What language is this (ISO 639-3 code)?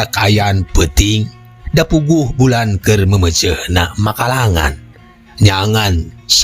sun